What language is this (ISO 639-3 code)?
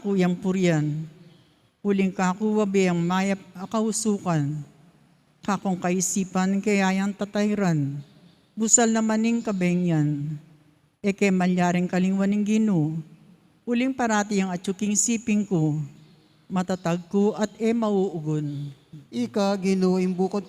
pam